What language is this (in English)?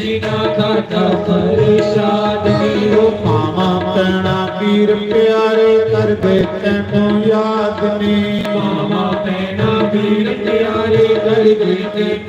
Dogri